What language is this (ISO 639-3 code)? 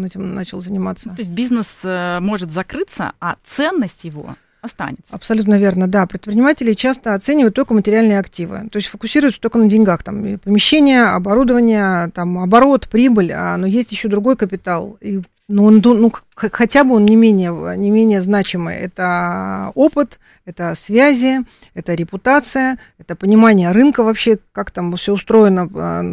rus